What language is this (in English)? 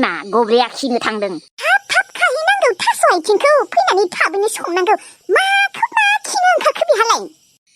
Bodo